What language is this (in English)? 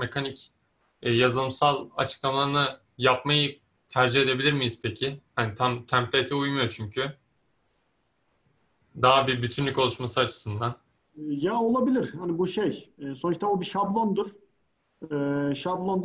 Turkish